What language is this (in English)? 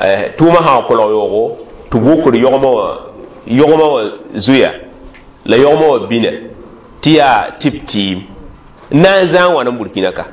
Mossi